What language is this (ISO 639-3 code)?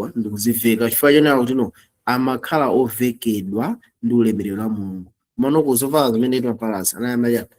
nya